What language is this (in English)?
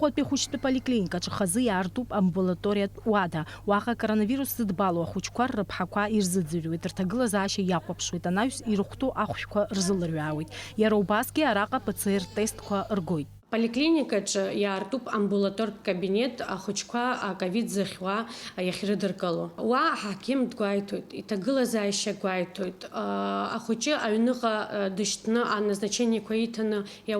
Abkhazian